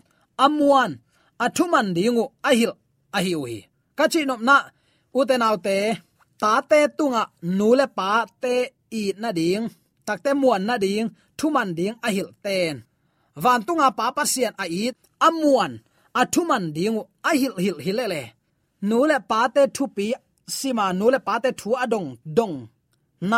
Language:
Tedim Chin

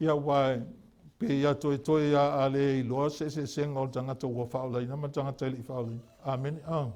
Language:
Samoan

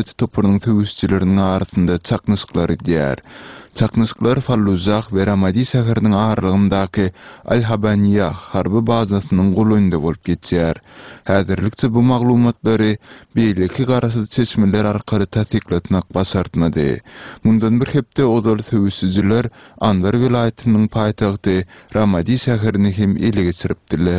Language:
Turkmen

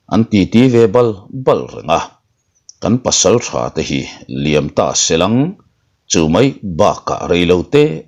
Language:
Mizo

